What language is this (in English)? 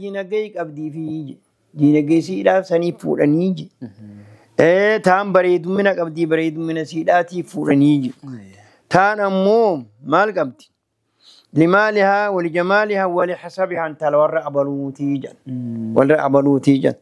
Oromo